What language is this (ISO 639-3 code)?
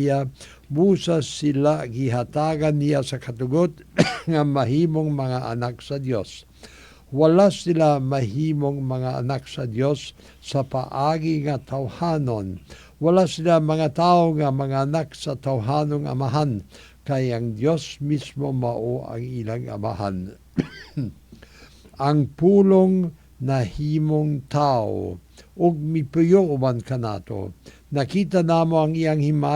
ceb